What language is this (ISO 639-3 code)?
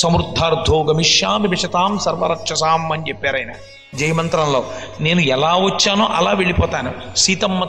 tel